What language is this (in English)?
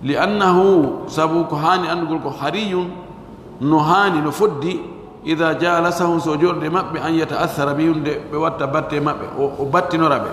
Pular